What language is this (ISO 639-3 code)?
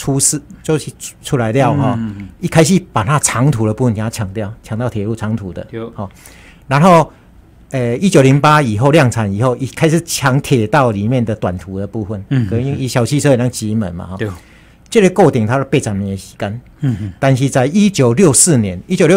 zho